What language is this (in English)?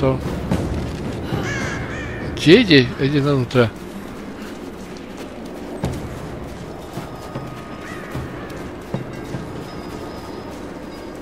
Slovak